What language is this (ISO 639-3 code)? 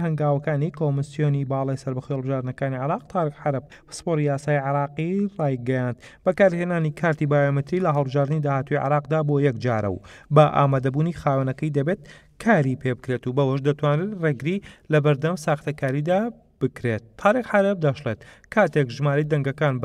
ckb